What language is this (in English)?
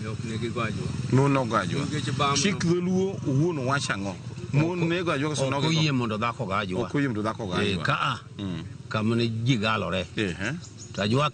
Luo (Kenya and Tanzania)